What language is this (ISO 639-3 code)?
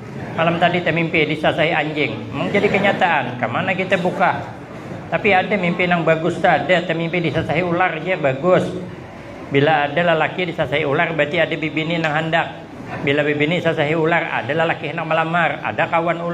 bjn